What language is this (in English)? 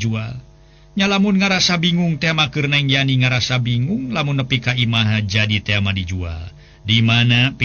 Sundanese